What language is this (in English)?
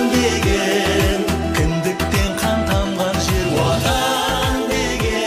Kara-Kalpak